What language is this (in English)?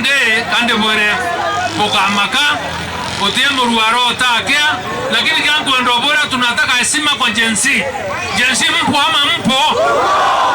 Meru